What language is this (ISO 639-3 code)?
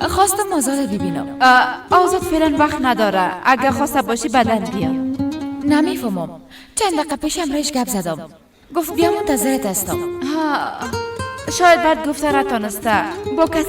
fas